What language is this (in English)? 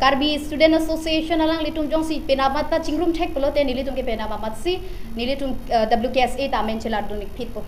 Karbi